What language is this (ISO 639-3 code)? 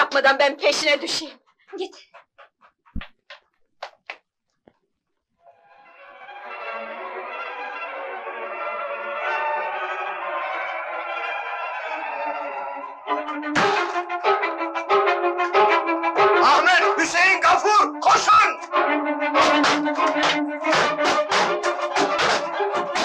tur